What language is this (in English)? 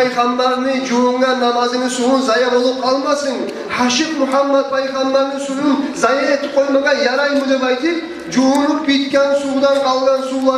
Kumyk